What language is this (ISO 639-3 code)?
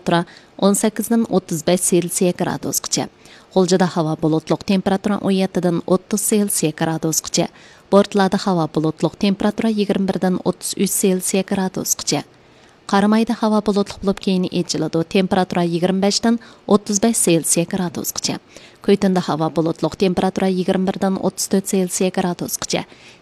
uig